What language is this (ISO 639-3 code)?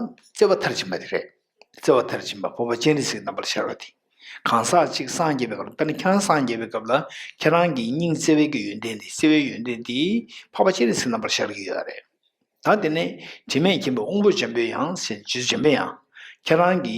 bod